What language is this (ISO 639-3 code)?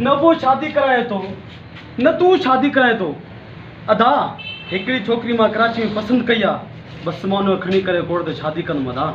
snd